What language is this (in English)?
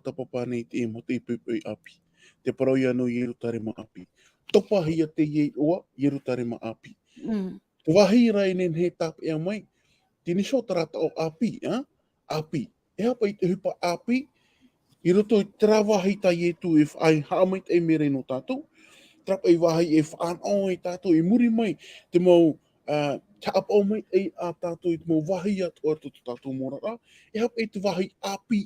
Tahitian